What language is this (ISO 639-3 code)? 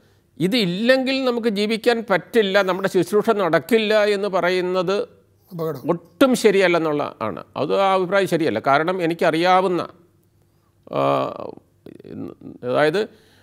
mal